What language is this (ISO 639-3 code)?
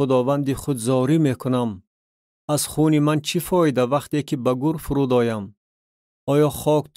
tgk